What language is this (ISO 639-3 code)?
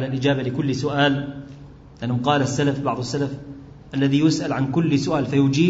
ara